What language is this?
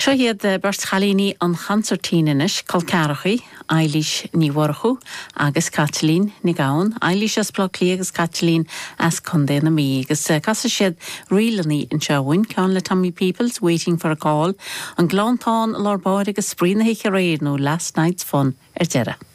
Irish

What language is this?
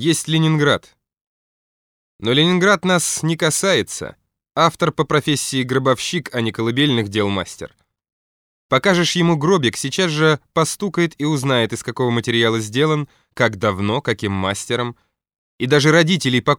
Russian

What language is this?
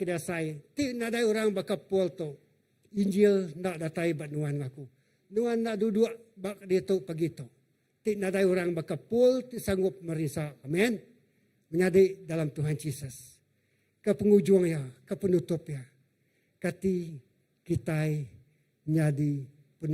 Iban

